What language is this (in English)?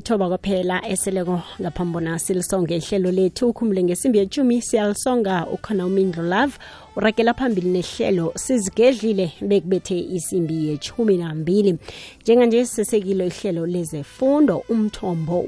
South Ndebele